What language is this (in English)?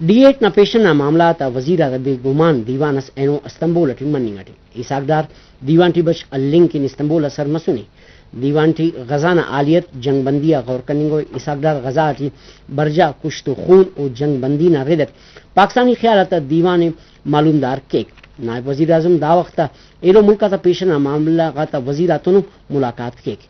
Brahui